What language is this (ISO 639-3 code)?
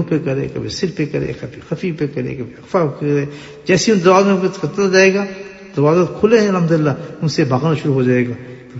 urd